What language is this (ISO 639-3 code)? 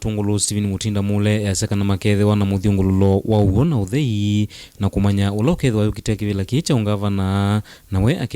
kam